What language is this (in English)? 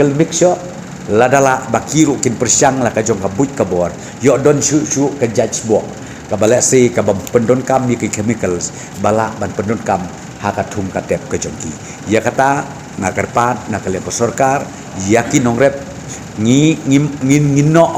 Khasi